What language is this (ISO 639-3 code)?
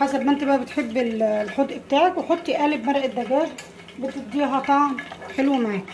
arz